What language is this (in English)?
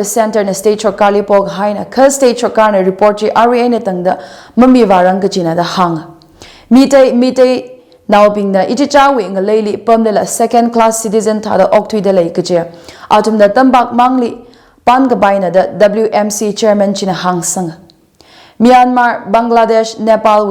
Tangkhul Naga (India)